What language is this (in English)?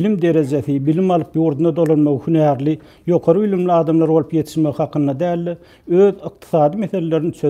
Turkmen